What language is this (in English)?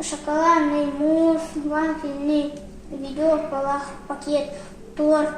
Yakut